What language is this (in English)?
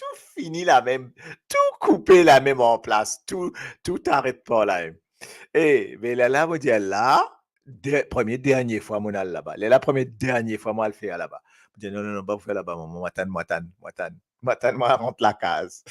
Morisyen